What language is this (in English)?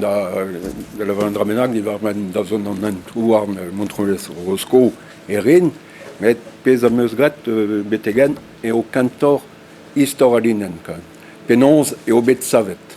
Breton